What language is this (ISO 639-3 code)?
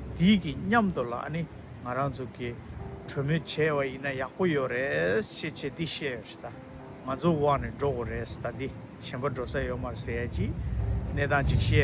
bod